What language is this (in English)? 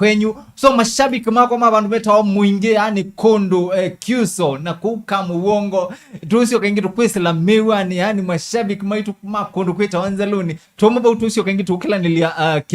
Kamba